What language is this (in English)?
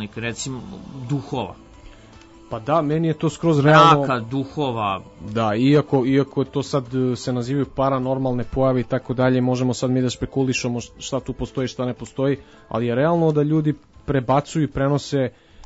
Serbian